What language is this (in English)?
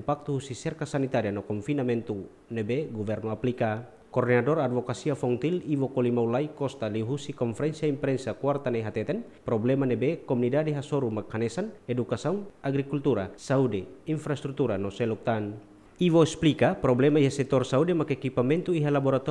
Tetum